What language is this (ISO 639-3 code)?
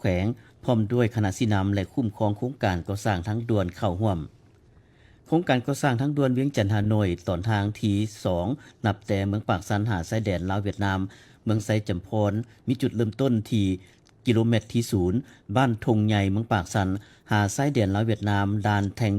lao